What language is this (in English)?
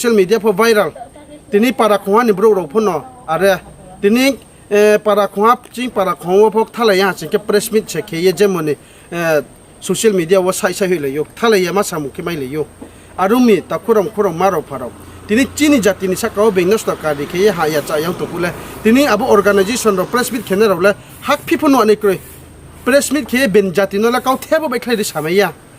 Riang (India)